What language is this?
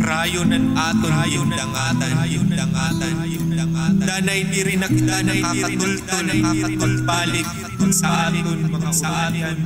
Waray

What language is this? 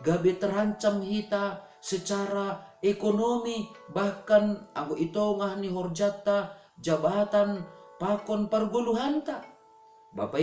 Batak Simalungun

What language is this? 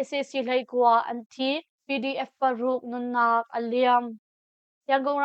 Hakha Chin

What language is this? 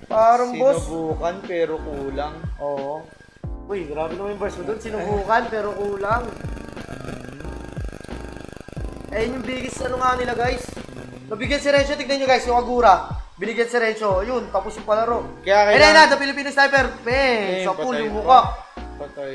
Filipino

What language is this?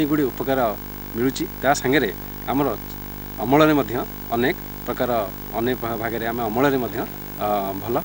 Odia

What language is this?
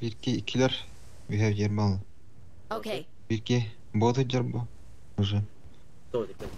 Yakut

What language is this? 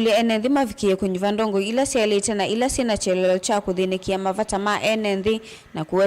Kamba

